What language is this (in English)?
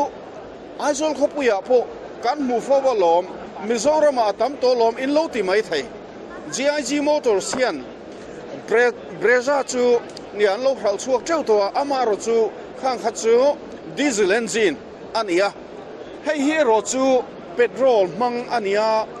Mizo